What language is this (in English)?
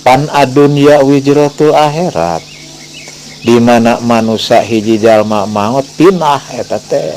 Sundanese